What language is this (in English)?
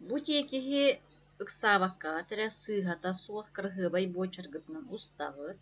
Yakut